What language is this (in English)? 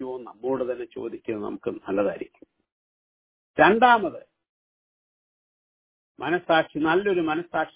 Malayalam